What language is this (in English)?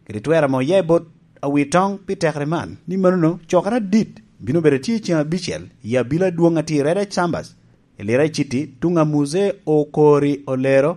Lango (Uganda)